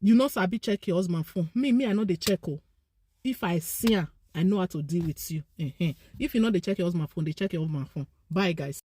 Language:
Nigerian Pidgin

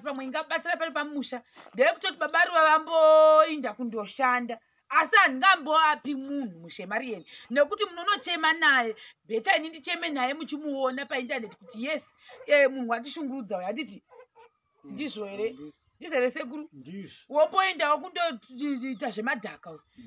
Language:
Shona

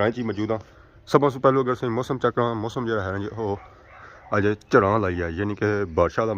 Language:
Pahari-Potwari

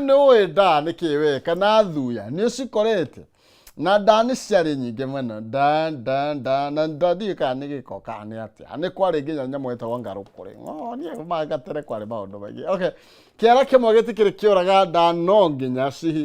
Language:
Kikuyu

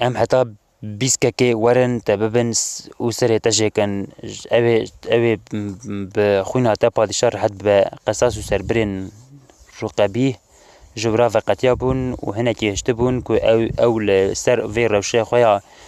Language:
Kurdish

